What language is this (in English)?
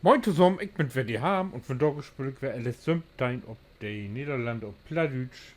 Low German